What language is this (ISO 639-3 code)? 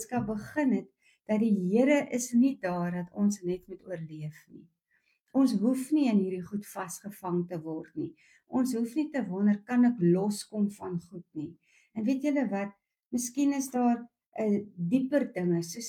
afr